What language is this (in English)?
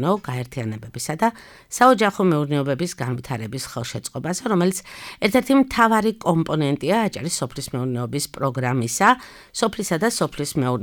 Georgian